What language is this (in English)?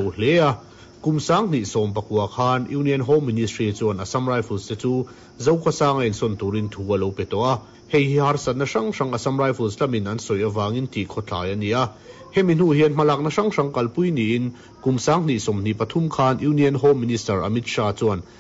Mizo